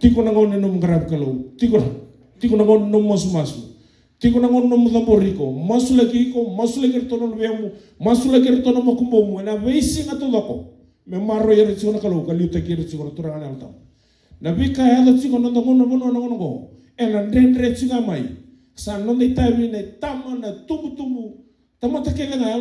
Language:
Fijian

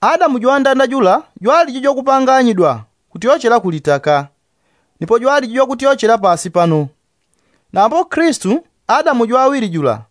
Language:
Yao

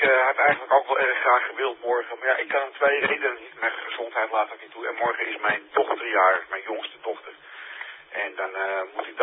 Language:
Dutch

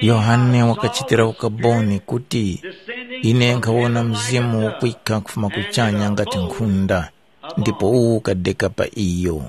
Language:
Tumbuka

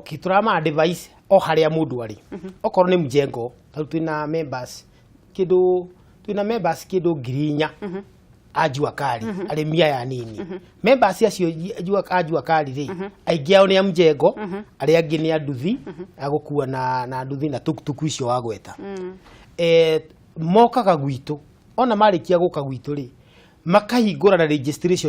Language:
Kikuyu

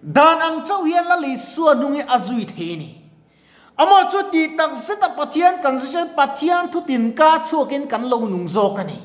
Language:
Mizo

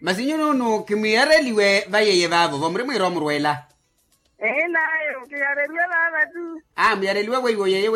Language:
Makhuwa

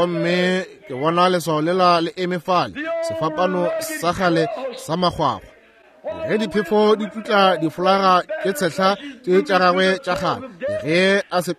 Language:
Northern Sotho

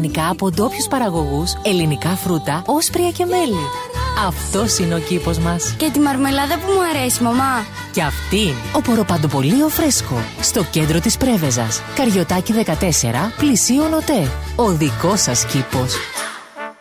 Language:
Greek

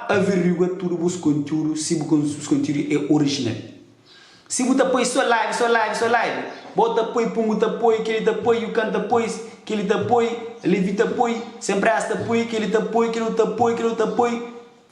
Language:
Kabuverdianu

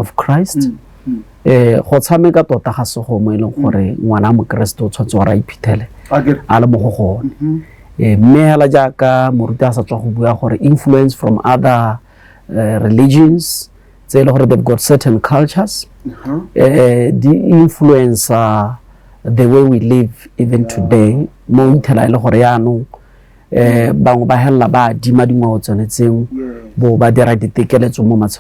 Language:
Tswana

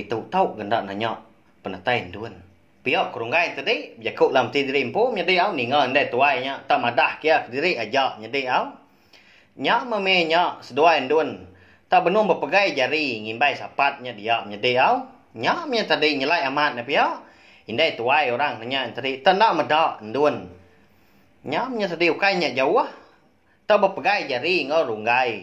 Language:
Iban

